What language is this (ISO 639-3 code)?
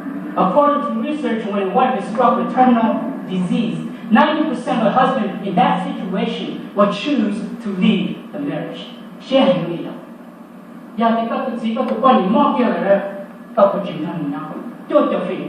hmn